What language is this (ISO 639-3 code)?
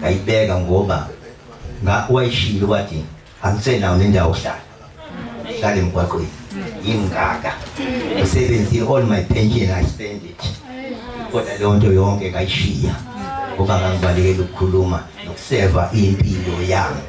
zul